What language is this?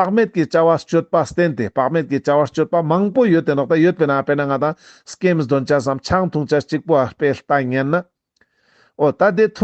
Ladakhi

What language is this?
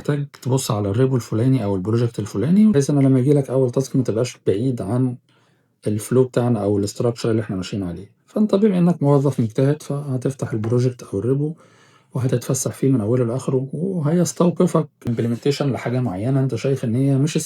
Egyptian Arabic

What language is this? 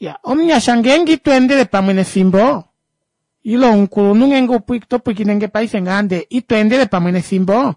Kuanyama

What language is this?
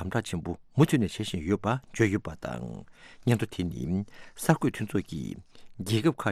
Tibetan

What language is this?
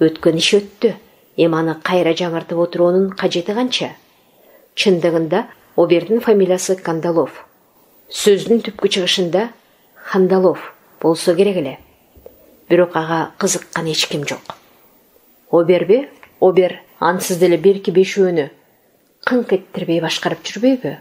Kyrgyz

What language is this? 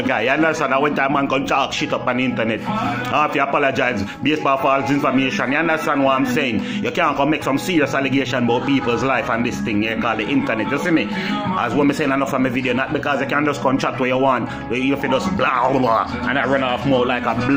Jamaican Creole English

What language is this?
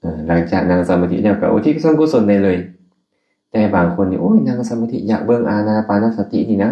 Lao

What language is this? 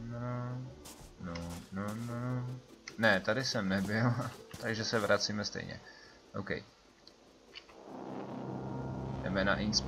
Czech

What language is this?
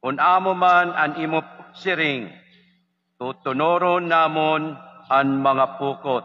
Waray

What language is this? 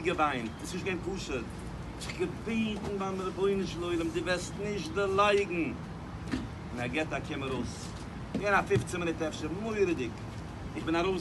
Yiddish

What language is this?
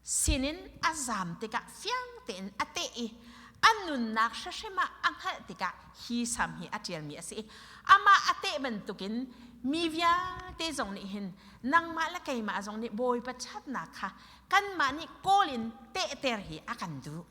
Hakha Chin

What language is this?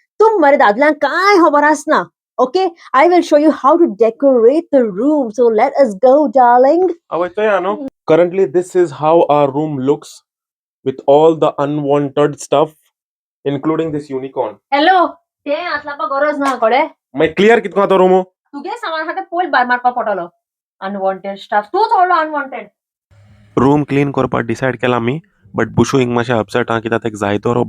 Konkani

